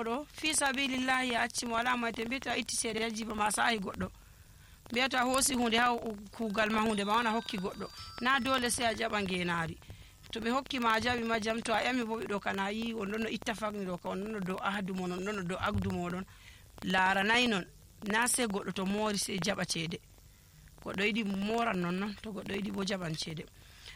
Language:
Nigerian Fulfulde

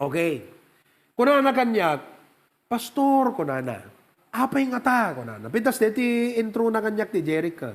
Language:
Iloko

